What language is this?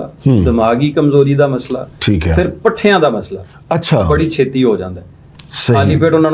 Western Panjabi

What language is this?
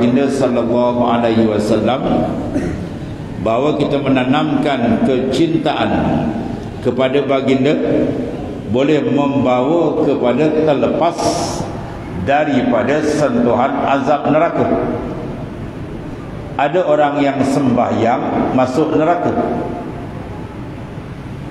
Malay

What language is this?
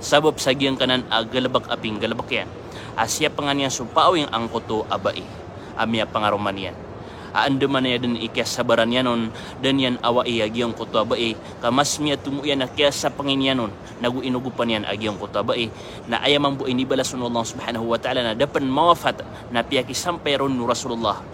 Maranao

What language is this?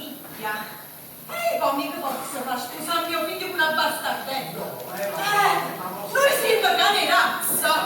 Neapolitan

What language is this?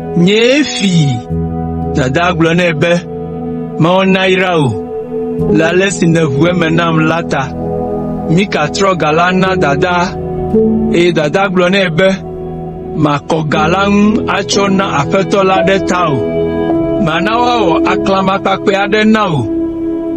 Ewe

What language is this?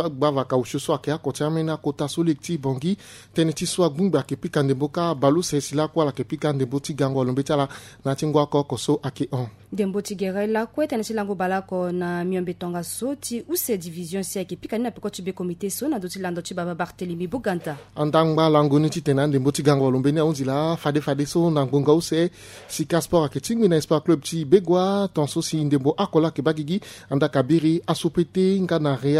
Sango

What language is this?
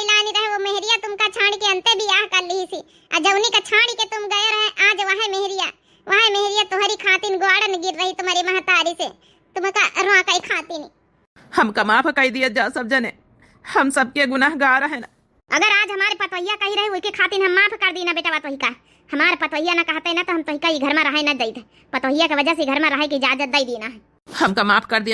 Awadhi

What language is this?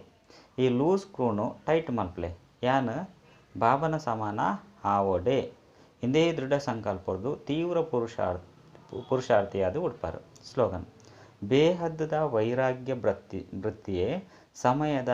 Tulu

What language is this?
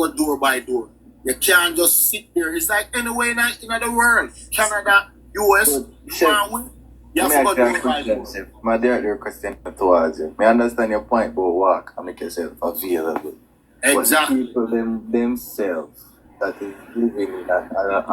Jamaican Creole English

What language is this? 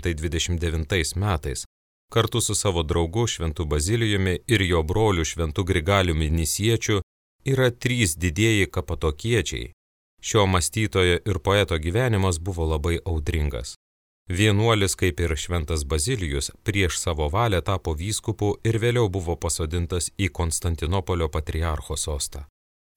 Lithuanian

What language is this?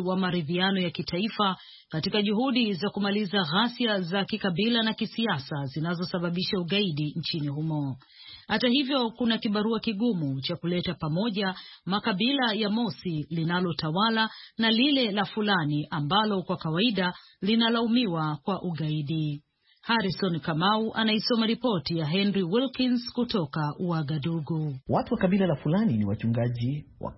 Swahili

